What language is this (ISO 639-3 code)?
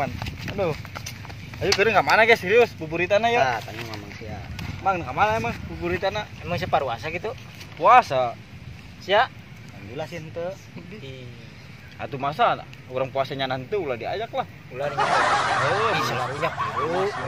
sun